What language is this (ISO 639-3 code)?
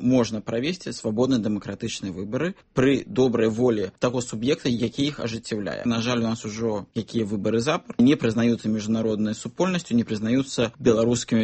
bel